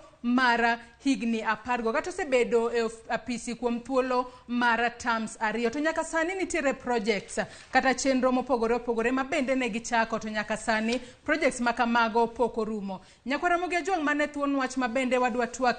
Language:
Luo (Kenya and Tanzania)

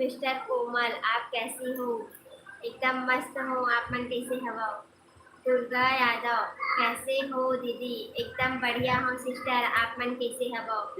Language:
Chhattisgarhi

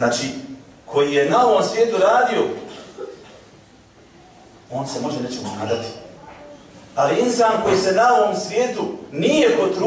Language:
Bosnian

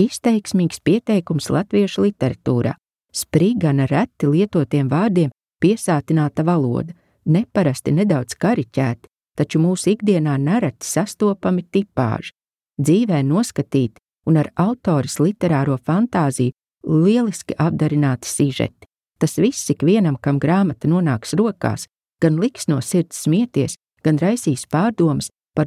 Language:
Latvian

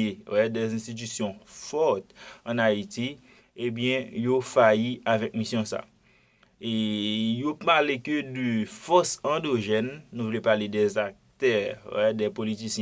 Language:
Haitian Creole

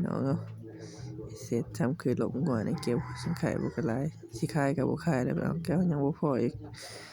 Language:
Lao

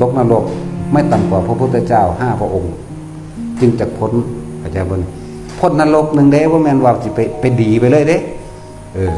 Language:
Northeastern Thai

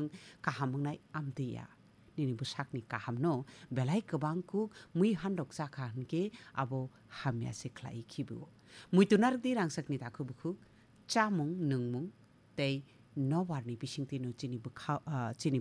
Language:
Kok Borok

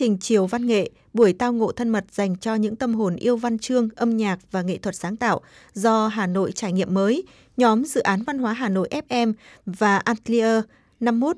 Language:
Vietnamese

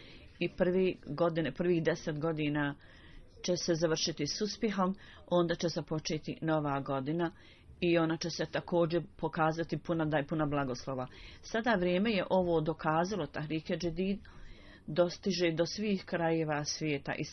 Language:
Bosnian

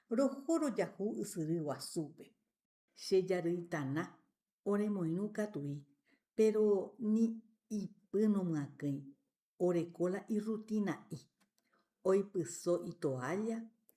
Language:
Guarani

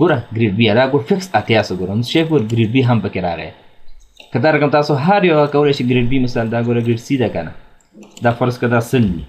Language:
Pashto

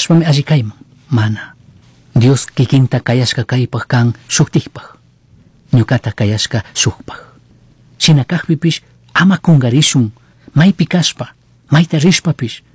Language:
Chimborazo Highland Quichua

